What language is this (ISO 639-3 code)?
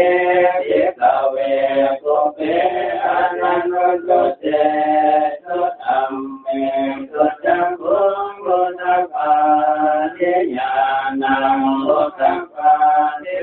pli